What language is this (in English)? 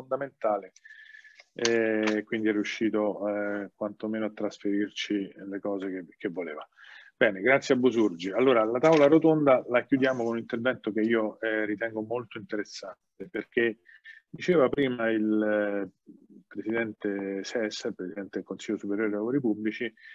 Italian